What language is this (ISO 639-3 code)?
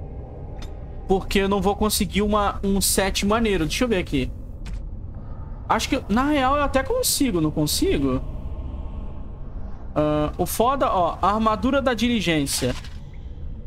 por